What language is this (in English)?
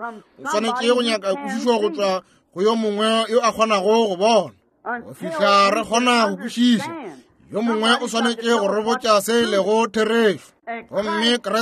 Northern Sotho